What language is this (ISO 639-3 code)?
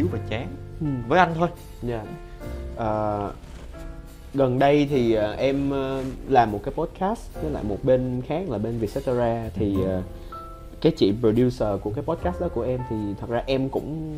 vie